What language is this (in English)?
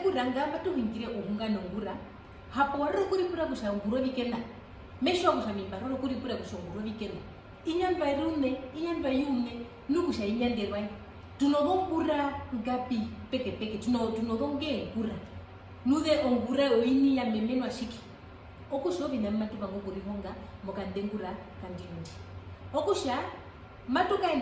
Herero